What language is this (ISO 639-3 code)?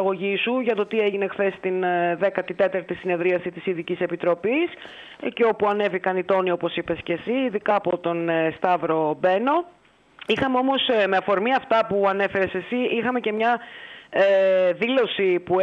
ell